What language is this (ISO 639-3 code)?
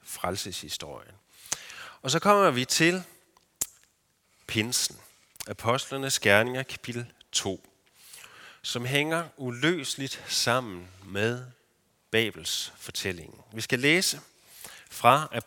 dan